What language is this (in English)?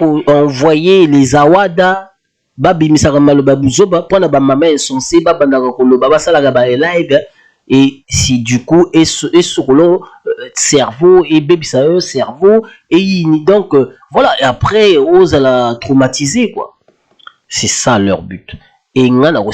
Lingala